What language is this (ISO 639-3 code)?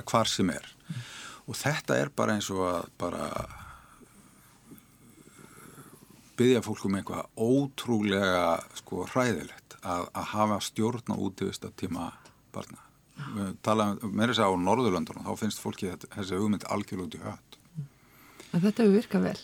isl